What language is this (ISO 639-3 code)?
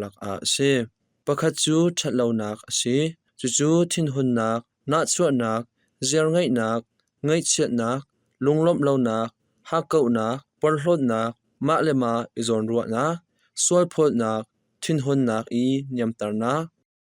cnh